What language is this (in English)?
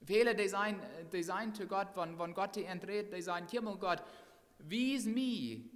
Plautdietsch